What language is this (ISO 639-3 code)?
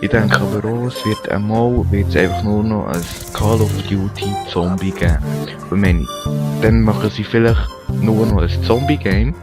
gsw